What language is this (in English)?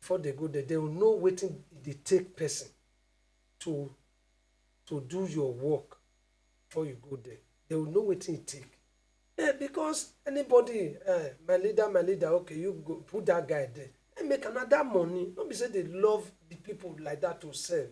Nigerian Pidgin